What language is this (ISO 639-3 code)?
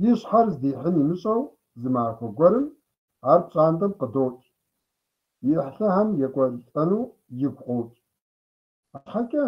kbd